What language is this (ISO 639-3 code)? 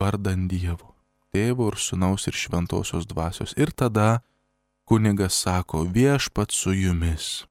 lit